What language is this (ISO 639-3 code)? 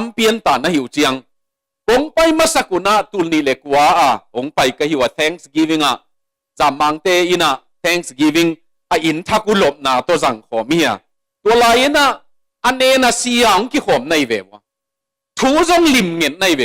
ctd